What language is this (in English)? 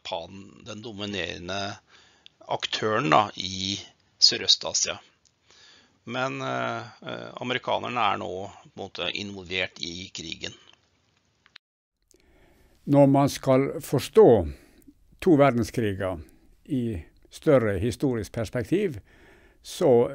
Norwegian